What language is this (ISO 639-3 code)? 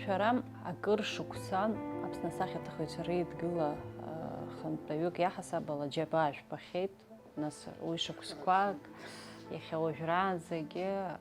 abk